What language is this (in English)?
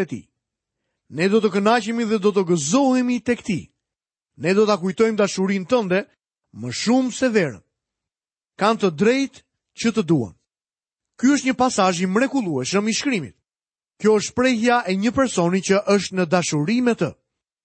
Albanian